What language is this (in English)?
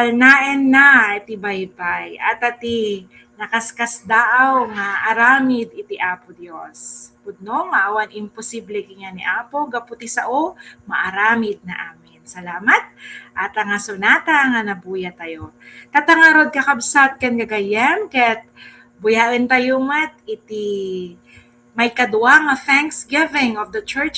Iloko